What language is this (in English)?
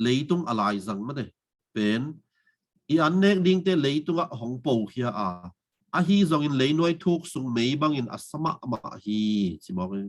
Tedim Chin